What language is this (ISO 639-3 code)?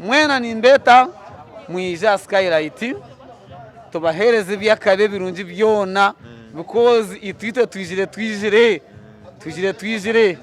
nyn